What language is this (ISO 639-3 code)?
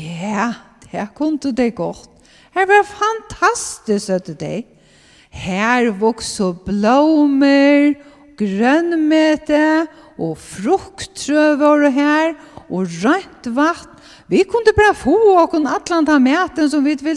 fao